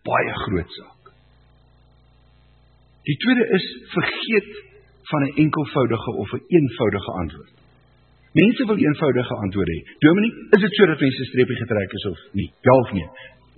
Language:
Afrikaans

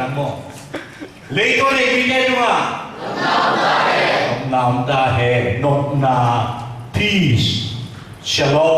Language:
Tedim Chin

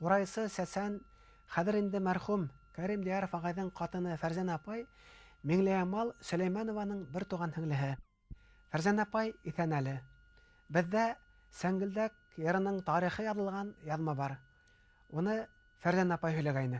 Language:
Bashkir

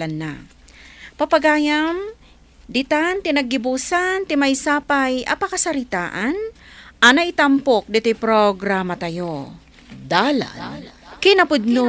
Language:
Iloko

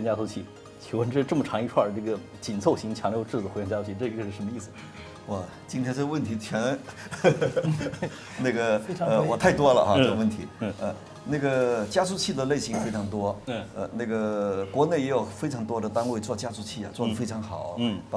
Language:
Chinese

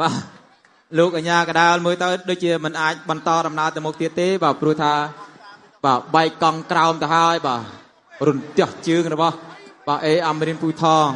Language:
Khmer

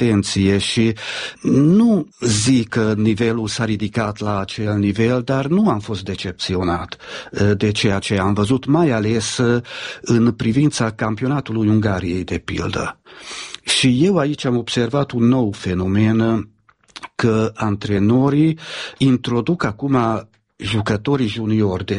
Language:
Romanian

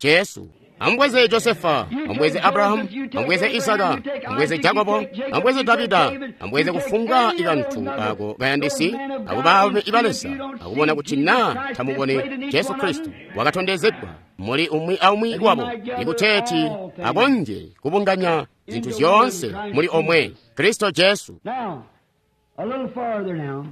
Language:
Tonga (Zambia)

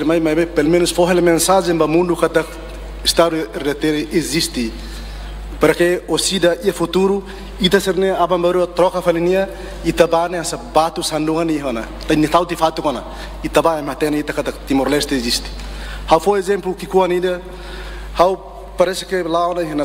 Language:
Tetum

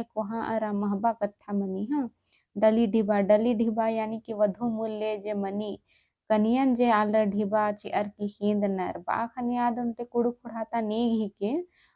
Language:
Kurukh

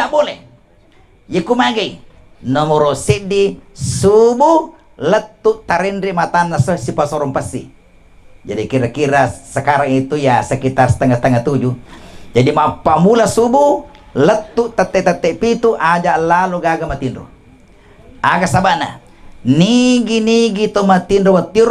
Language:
Buginese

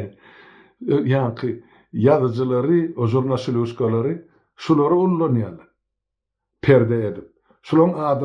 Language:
Turkmen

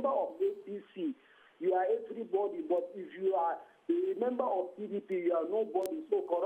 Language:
Nigerian Pidgin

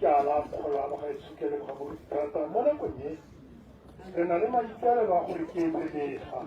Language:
Tswana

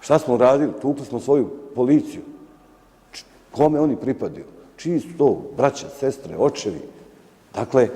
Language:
Bosnian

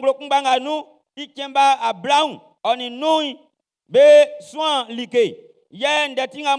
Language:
Baoulé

